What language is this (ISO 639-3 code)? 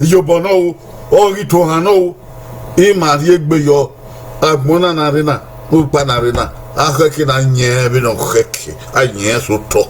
bin